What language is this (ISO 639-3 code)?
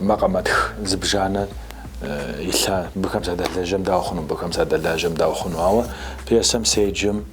kbd